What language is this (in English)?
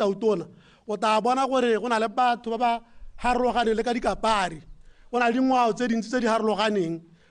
Tswana